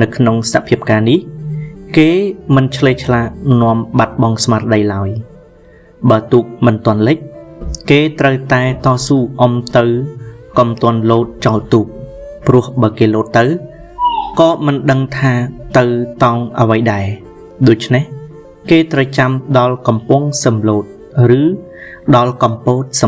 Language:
Khmer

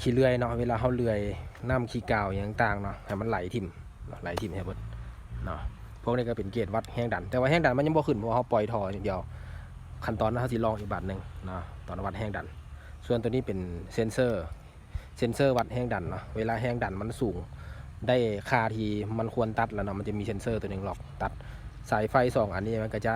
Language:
Lao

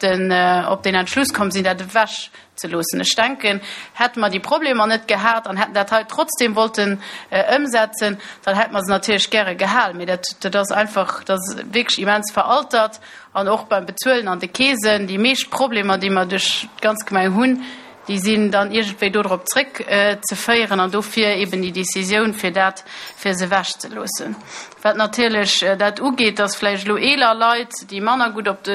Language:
Luxembourgish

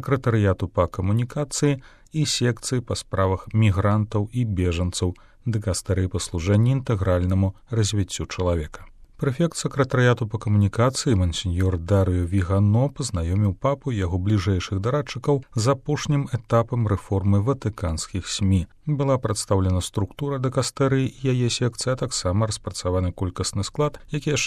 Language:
Belarusian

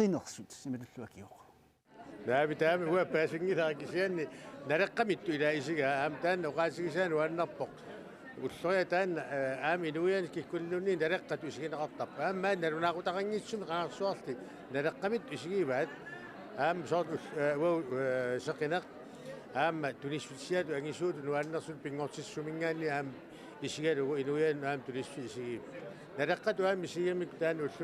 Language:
Kalaallisut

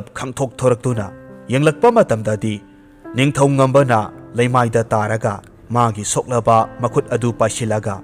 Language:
Manipuri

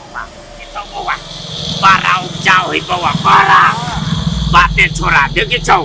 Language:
Maithili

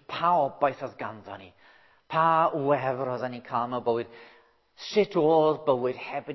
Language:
Welsh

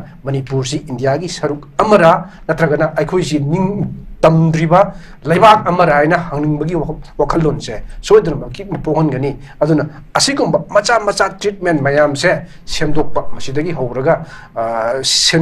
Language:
Manipuri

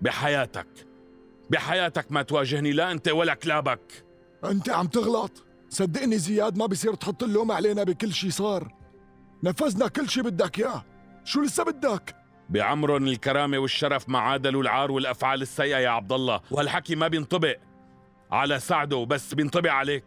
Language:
North Levantine Arabic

